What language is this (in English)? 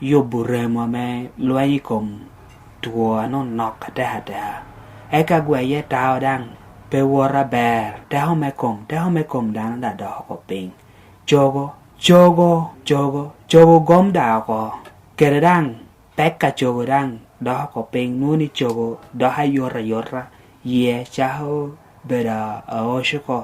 Lango (Uganda)